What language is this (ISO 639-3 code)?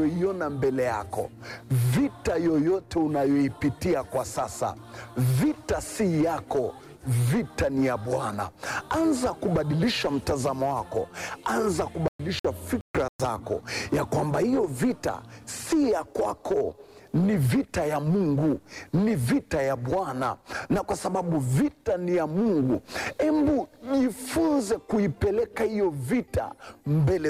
swa